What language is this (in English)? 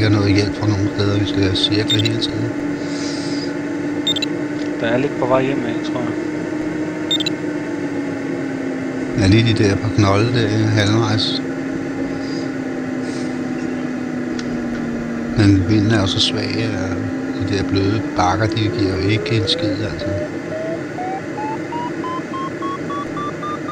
Danish